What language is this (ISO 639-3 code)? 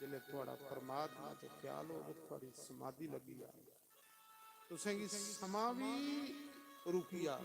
doi